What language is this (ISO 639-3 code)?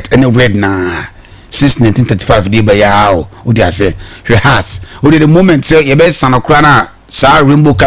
aka